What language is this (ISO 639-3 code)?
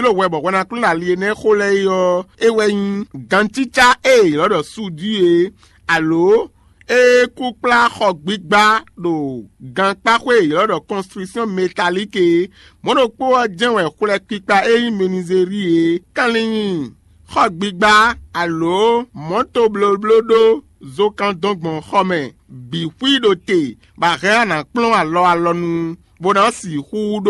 fon